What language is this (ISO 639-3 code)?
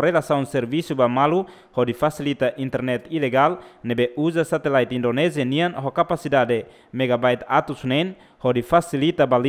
tet